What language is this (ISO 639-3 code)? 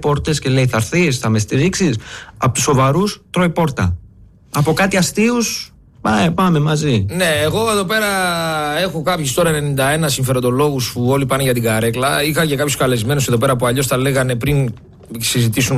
ell